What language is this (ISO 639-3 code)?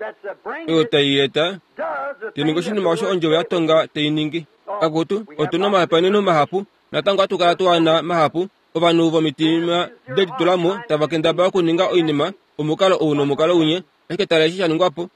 kua